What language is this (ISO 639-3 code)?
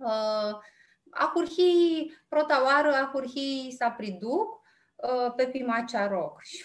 rup